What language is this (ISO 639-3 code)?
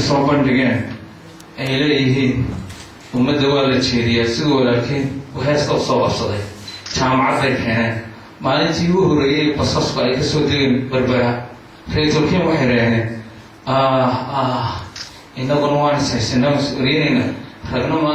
som